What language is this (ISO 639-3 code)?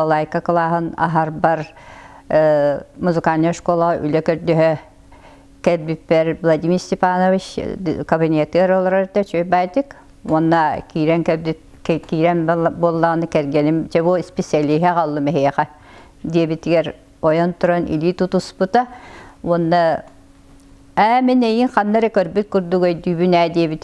sah